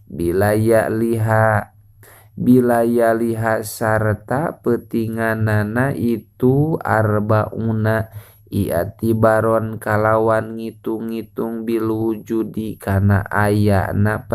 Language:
Sundanese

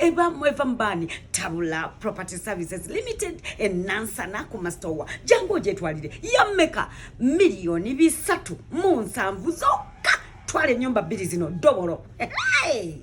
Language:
Ganda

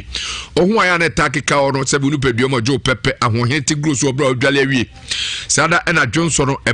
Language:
Akan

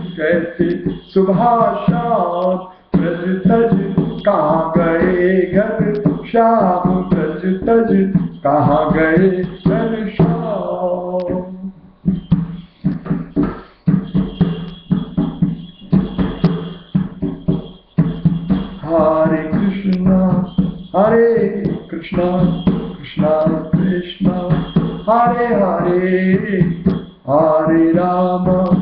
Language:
Hindi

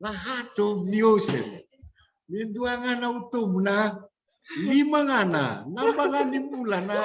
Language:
Fijian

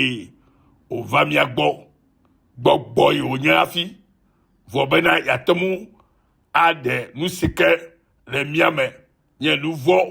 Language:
Ewe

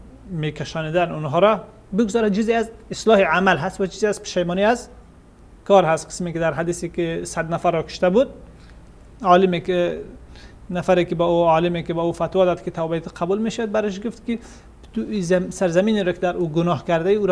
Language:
Persian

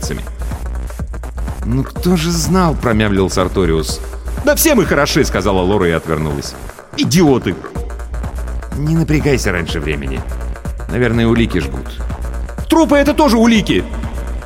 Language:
Russian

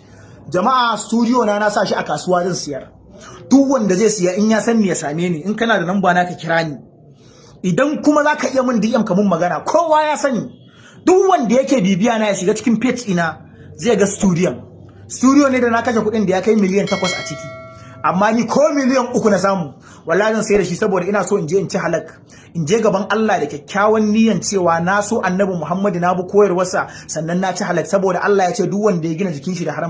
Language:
Hausa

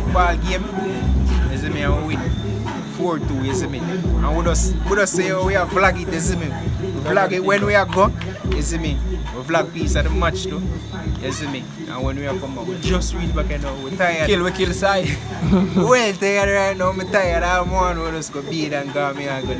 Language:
Jamaican Creole English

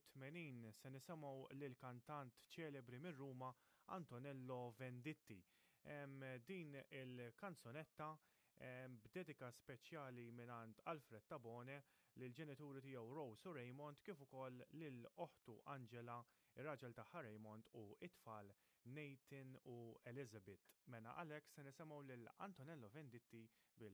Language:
Maltese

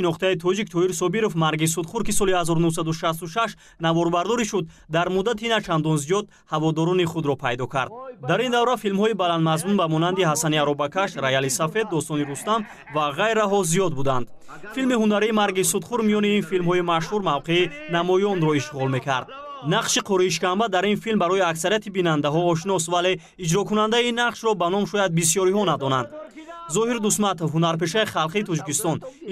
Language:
Tajik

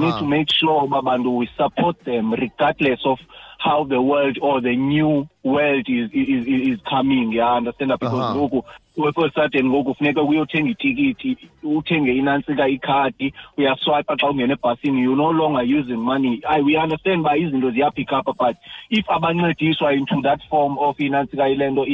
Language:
Xhosa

